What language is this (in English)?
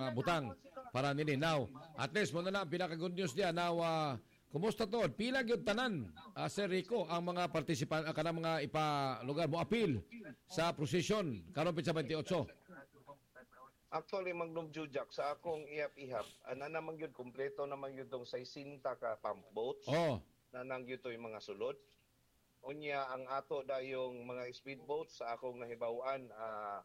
Cebuano